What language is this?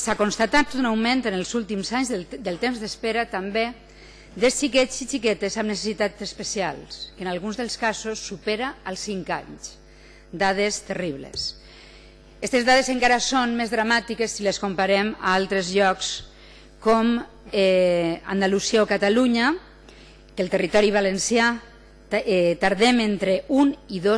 Catalan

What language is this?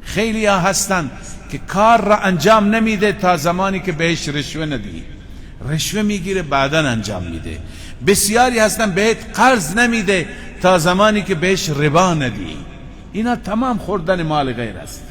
Persian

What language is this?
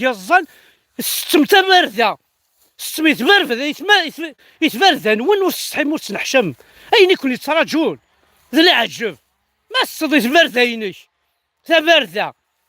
Kabyle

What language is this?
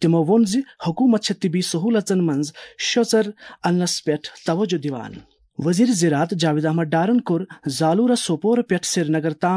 Kashmiri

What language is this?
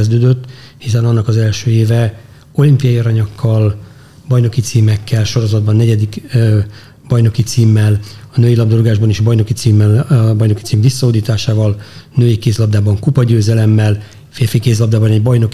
Hungarian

